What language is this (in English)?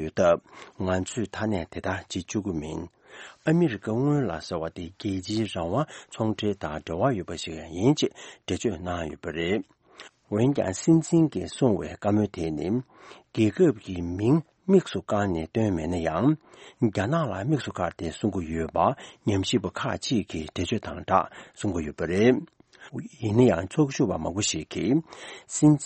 Tibetan